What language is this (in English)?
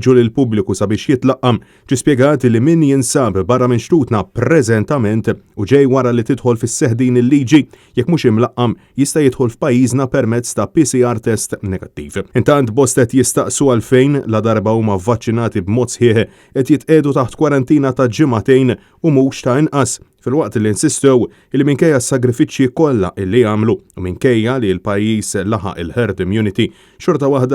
Maltese